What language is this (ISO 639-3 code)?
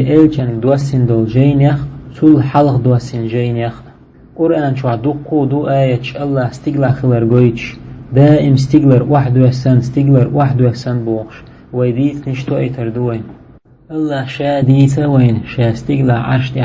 che